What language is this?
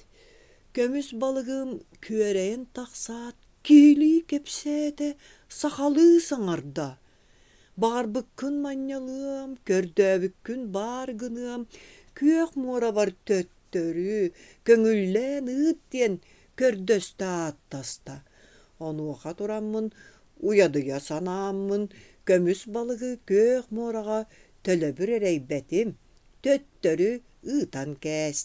Yakut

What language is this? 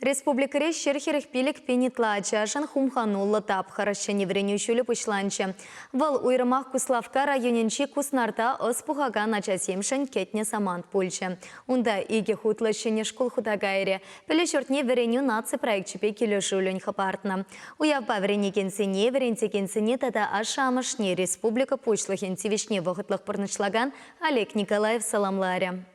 Chuvash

